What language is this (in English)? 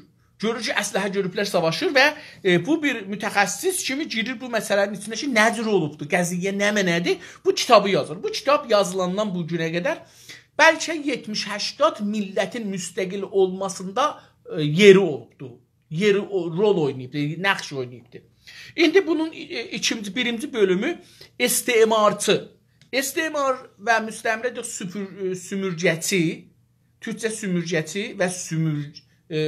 South Azerbaijani